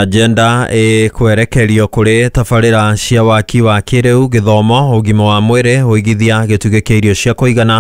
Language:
Kikuyu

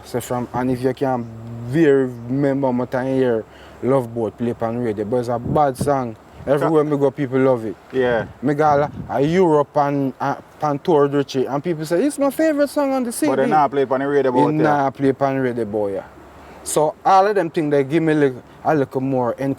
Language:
Jamaican Creole English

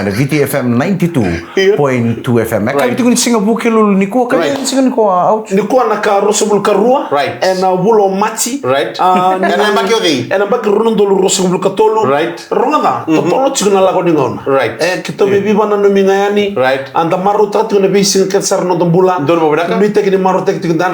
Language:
Fijian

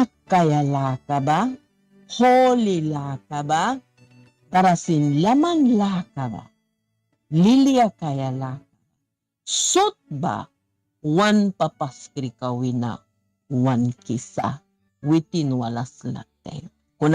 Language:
Mískito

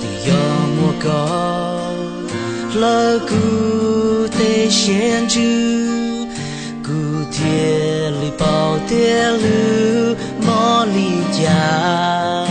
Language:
Hmong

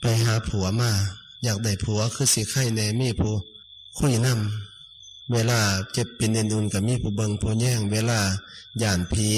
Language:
Lao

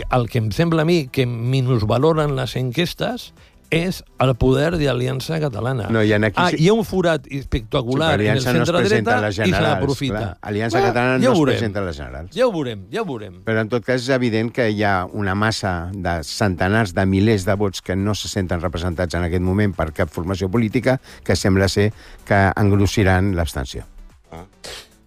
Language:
Catalan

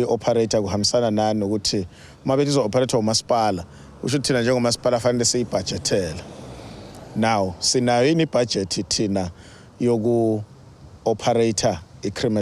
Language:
Zulu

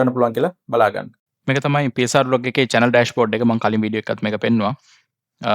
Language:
Sinhala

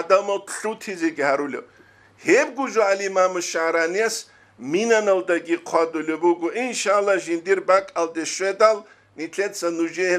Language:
Avaric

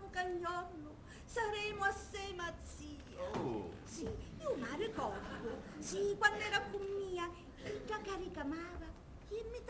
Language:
Sicilian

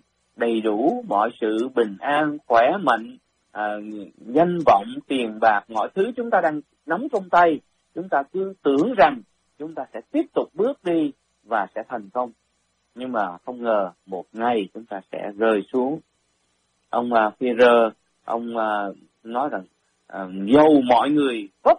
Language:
Vietnamese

